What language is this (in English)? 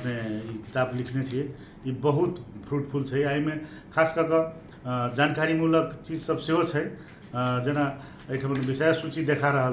Maithili